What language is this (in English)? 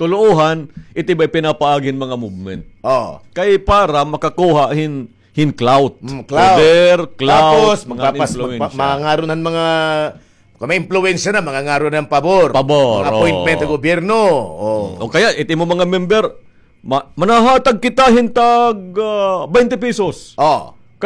Waray